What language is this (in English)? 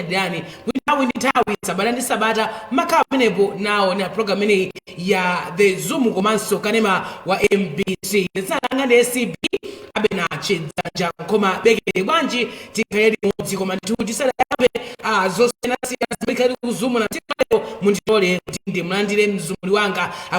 Nyanja